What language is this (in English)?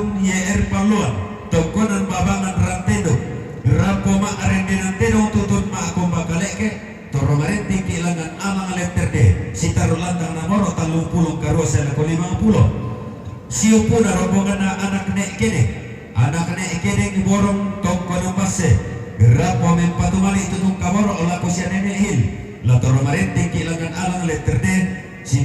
Toraja-Sa'dan